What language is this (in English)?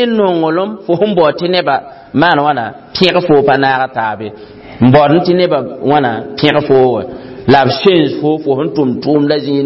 Mossi